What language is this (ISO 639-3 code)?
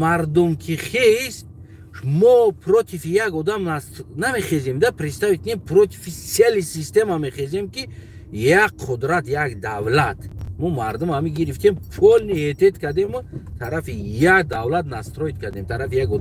tgk